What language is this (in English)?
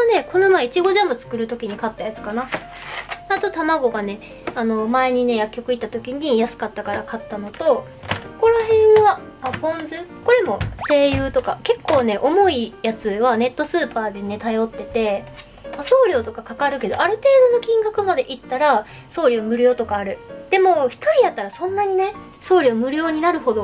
Japanese